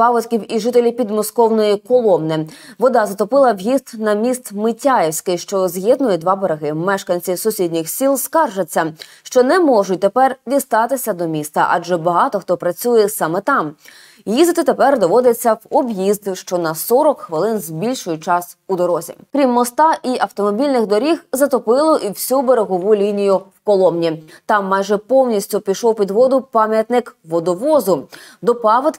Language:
Ukrainian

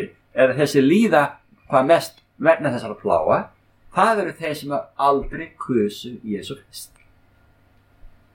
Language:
Icelandic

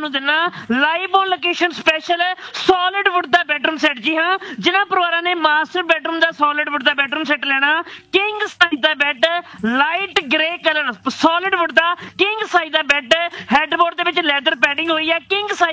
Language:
Punjabi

